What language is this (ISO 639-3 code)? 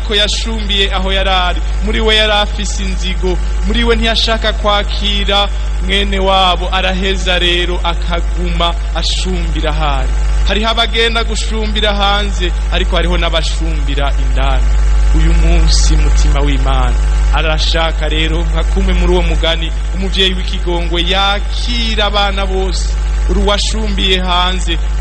run